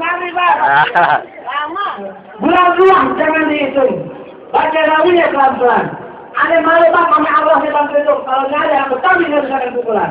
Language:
Betawi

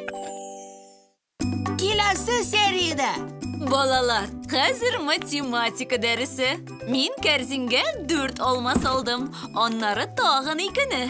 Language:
Tatar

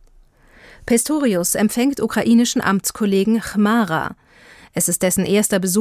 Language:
German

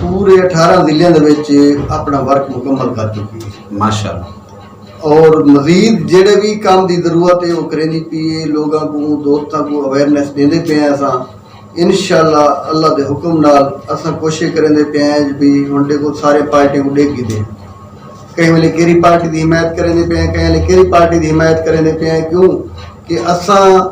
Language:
Saraiki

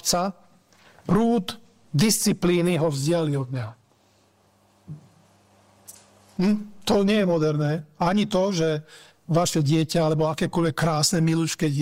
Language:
Slovak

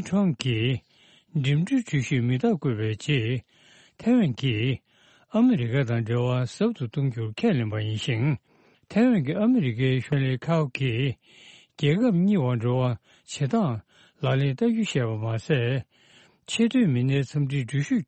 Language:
Tibetan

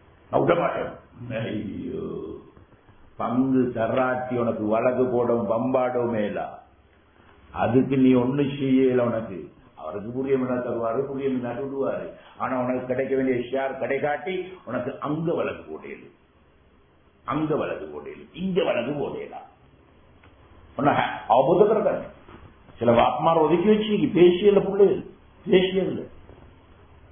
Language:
Tamil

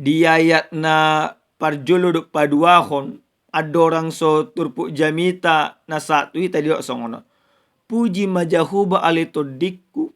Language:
Batak Toba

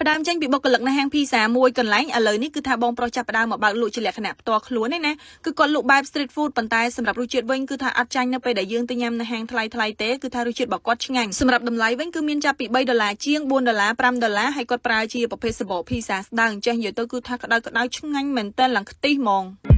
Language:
Khmer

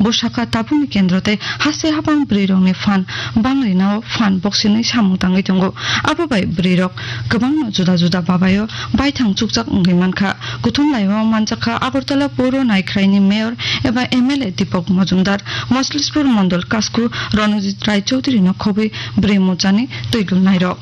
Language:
Kok Borok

